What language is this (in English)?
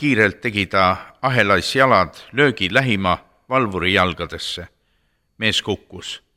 Estonian